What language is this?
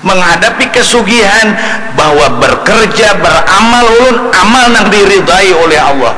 Banjar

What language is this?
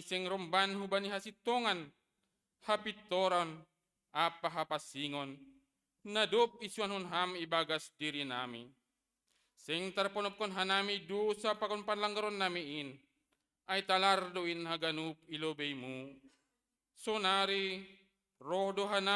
Batak Simalungun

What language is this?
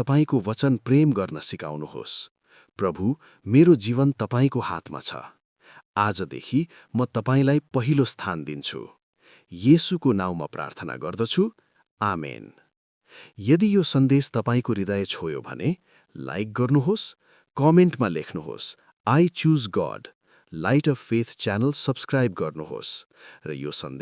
Nepali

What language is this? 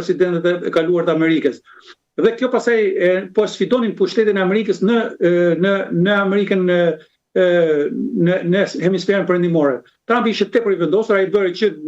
Albanian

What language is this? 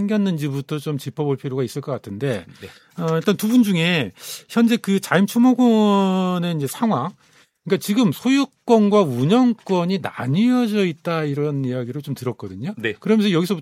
Korean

